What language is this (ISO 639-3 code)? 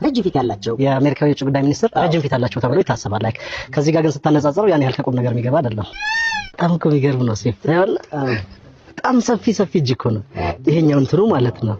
amh